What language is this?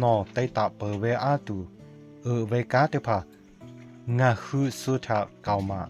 Lahu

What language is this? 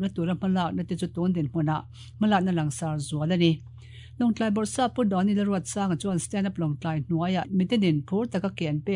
Mizo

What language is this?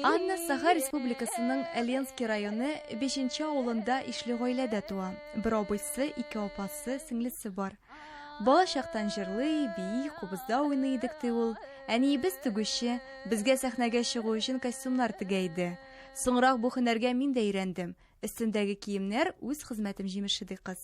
Tatar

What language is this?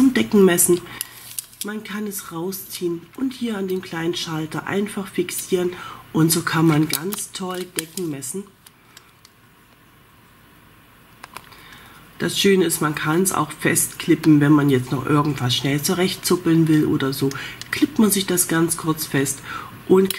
German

